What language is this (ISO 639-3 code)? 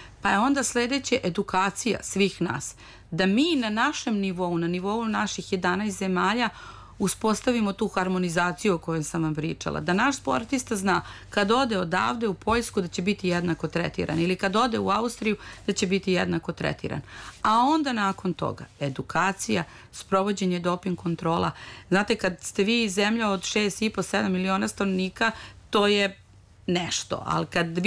srp